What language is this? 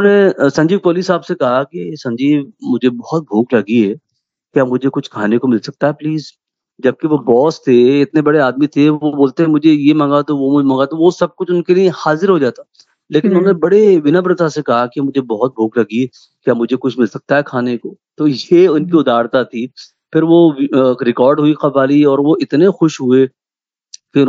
Hindi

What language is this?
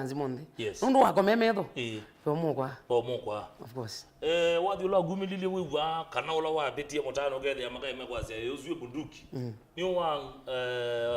Kamba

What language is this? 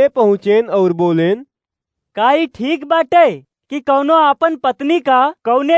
Awadhi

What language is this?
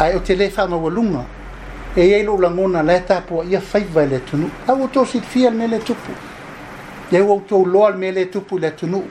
Samoan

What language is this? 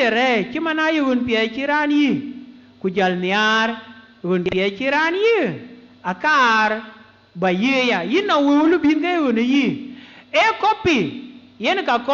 Dinka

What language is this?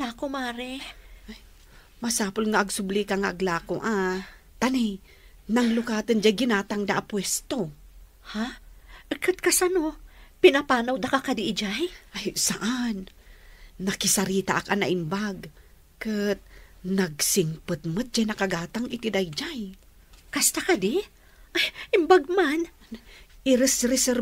Iloko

